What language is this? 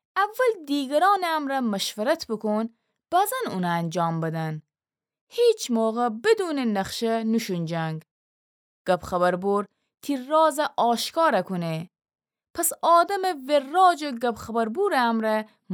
Gilaki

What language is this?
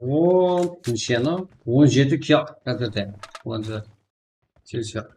Kara-Kalpak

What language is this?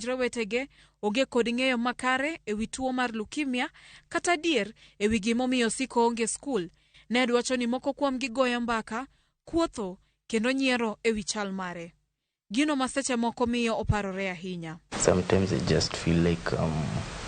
Luo (Kenya and Tanzania)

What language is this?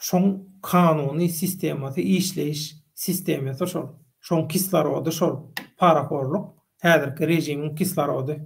Turkmen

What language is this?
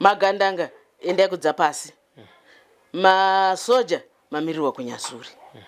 Shona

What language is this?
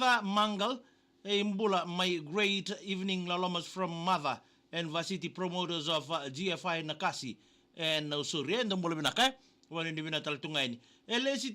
Fijian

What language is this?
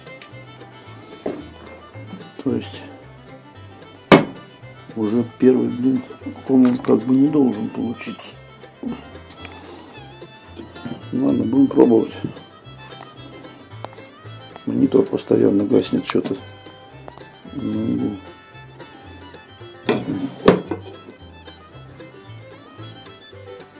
Russian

